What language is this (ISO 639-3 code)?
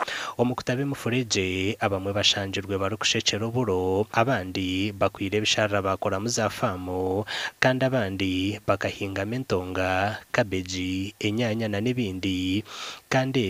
nyn